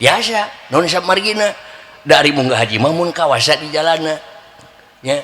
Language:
Sundanese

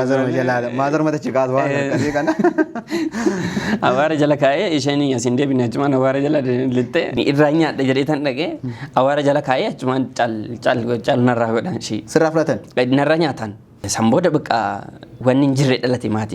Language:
Oromo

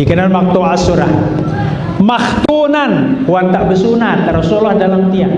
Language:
Sasak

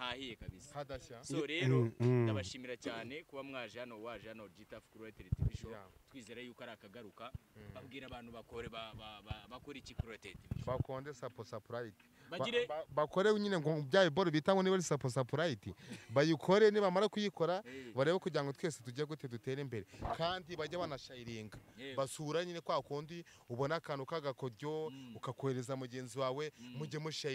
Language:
Kinyarwanda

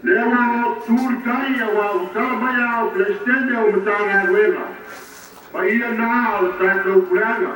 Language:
Samoan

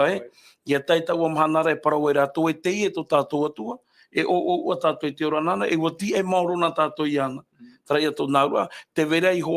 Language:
Tahitian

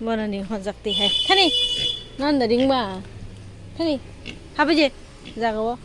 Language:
Kok Borok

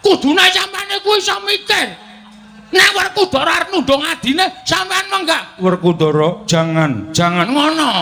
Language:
Javanese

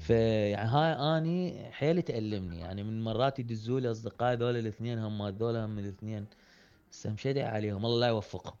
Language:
Mesopotamian Arabic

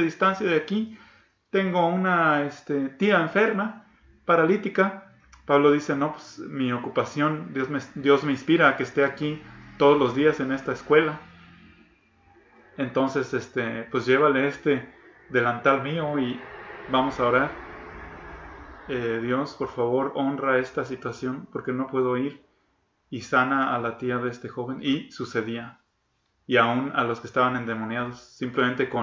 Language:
Spanish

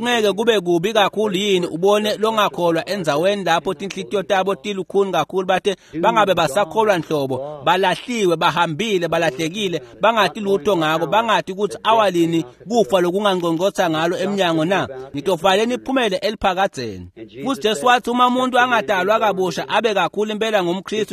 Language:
Swati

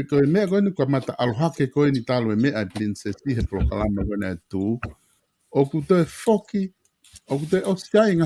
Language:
Tongan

